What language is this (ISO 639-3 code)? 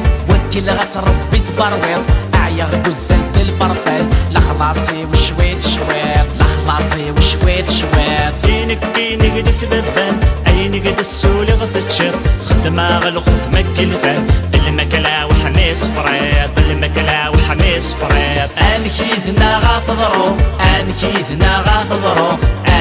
kab